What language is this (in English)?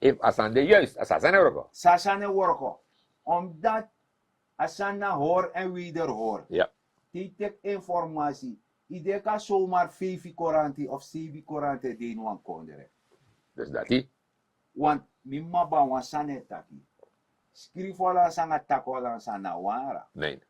Sranan Tongo